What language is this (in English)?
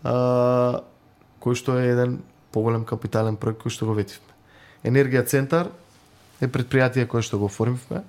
Macedonian